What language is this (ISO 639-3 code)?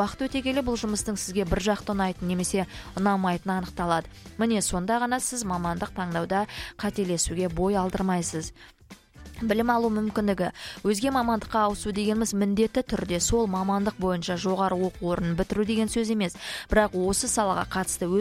kaz